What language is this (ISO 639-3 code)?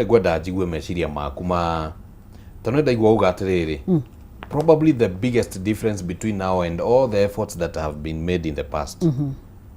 kik